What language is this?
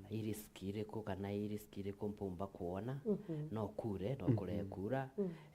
Meru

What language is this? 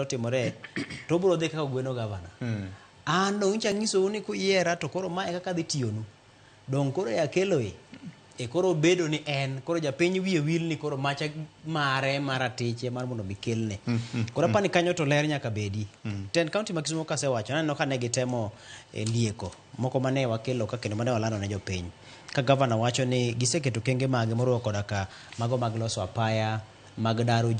Luo (Kenya and Tanzania)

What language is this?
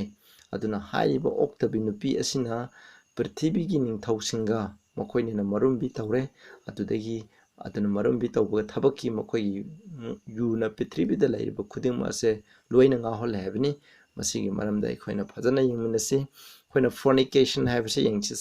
Manipuri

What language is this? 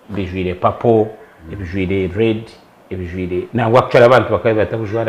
Nyankole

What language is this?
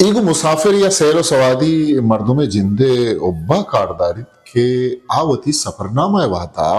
Eastern Balochi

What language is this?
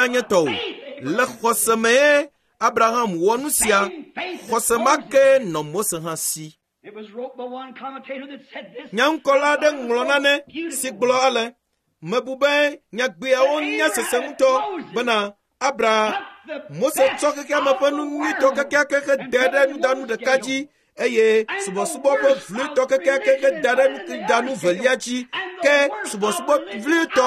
Ewe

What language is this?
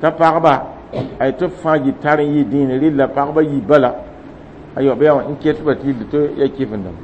Mossi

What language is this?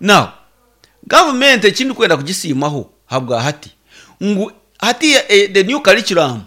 Nyankole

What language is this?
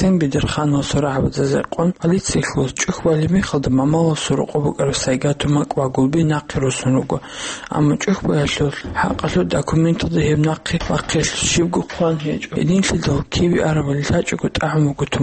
Avaric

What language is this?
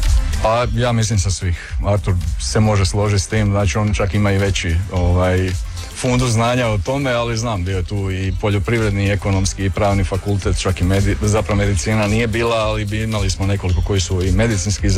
Croatian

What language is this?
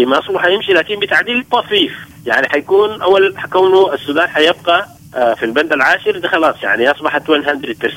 Sudanese Arabic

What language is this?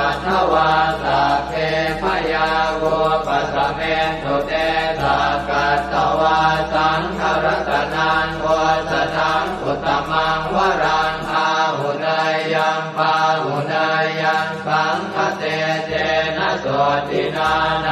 Pali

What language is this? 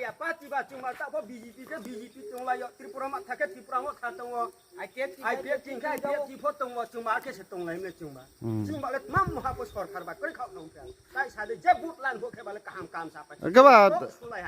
Riang (India)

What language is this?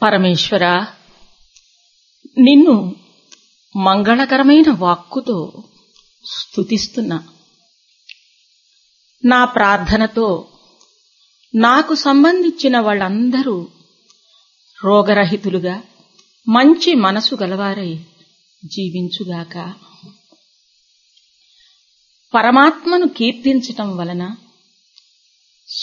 Telugu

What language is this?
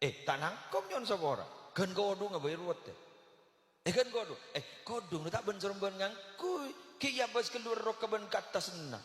Madurese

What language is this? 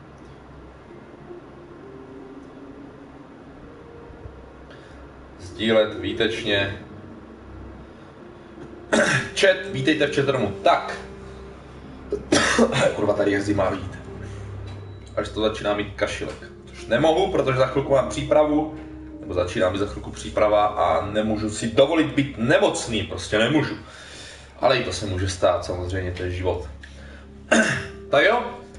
Czech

